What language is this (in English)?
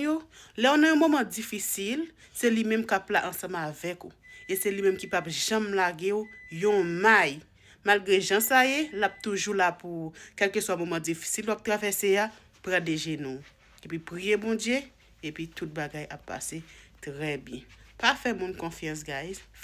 Haitian Creole